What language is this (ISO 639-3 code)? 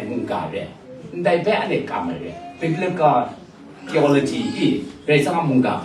kac